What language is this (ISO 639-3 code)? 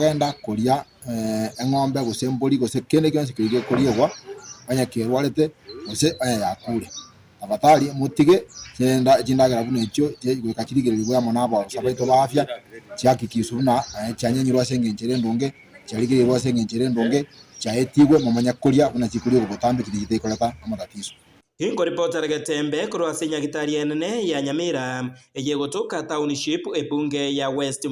guz